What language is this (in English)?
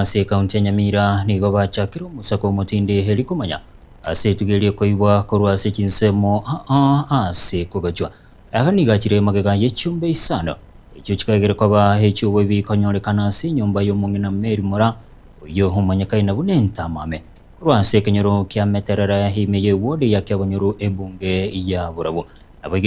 Gusii